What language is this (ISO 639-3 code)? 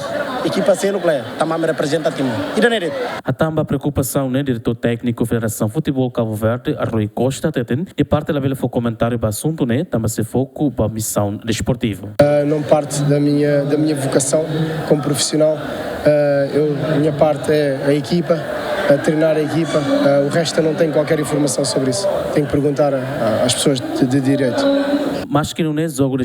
tet